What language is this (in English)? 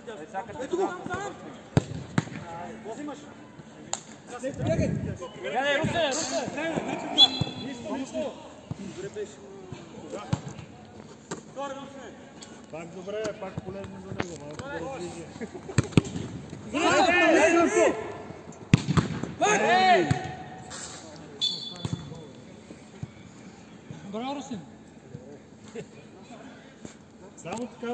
Bulgarian